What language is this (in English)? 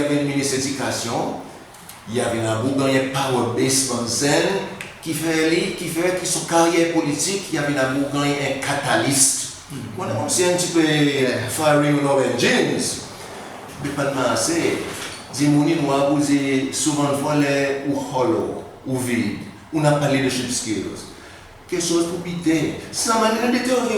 Seselwa Creole French